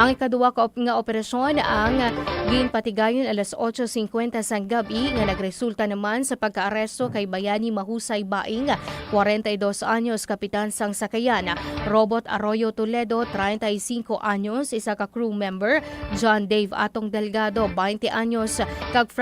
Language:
Hiligaynon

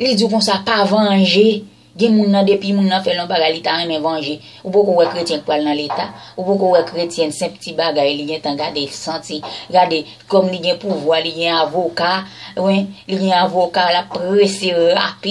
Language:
Haitian Creole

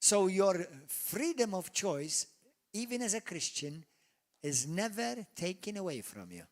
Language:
English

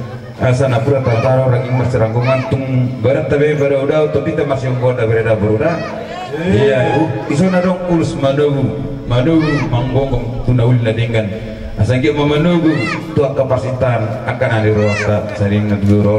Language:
Batak Toba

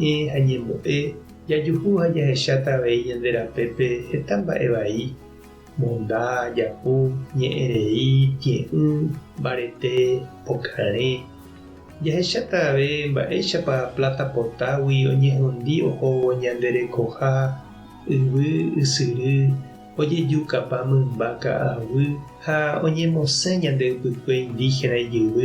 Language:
Guarani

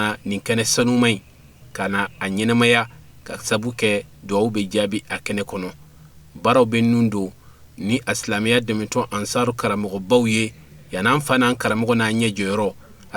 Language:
Bambara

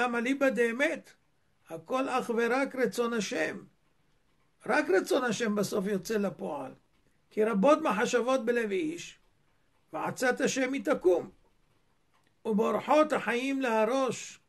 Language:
Hebrew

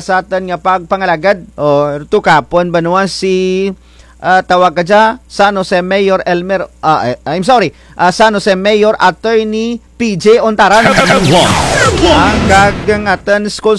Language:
Kinaray-a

